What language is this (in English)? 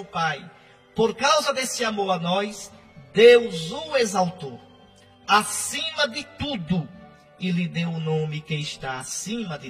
Portuguese